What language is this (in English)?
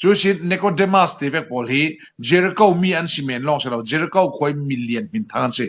Falam Chin